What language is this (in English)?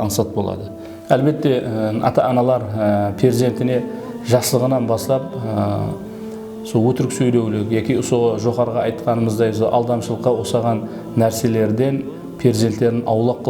Kara-Kalpak